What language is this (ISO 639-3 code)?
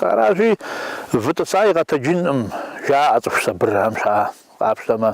kbd